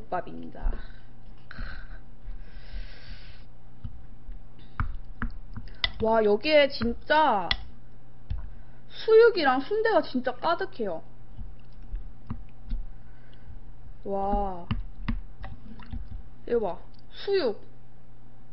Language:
Korean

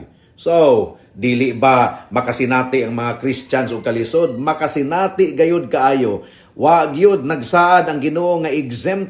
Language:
Cebuano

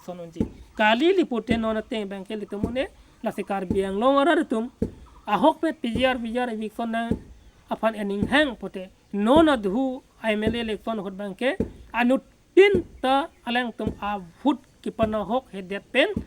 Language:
Karbi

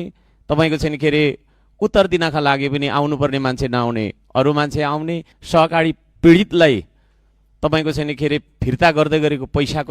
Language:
Nepali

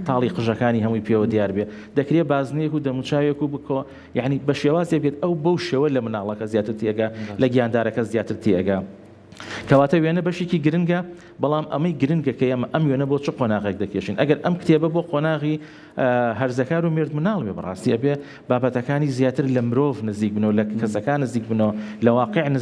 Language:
Central Kurdish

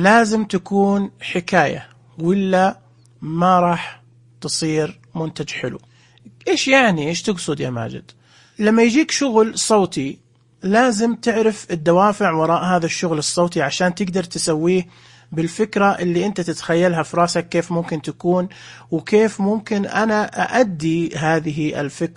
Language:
Najdi Arabic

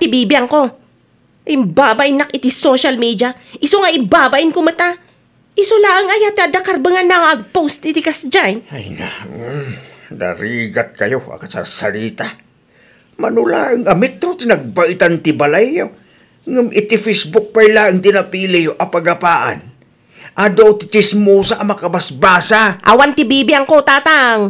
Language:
Iloko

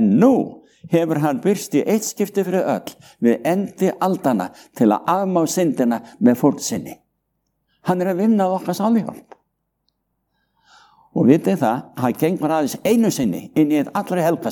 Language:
Icelandic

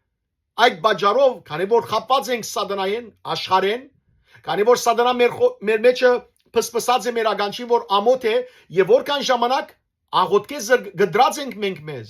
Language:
Western Armenian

